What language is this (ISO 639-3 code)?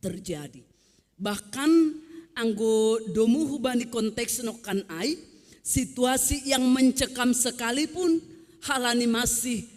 bts